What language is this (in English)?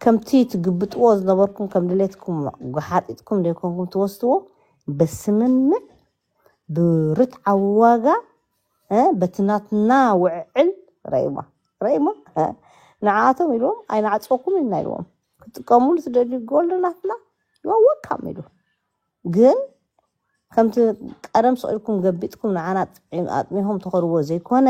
Tigrinya